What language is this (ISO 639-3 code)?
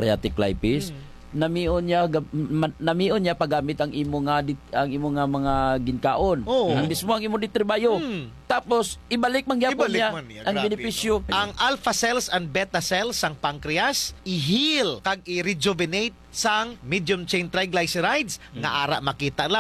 hil